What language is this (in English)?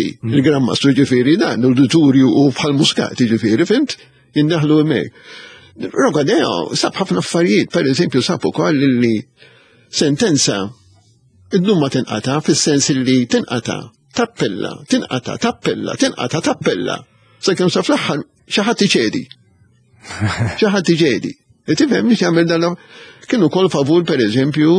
Maltese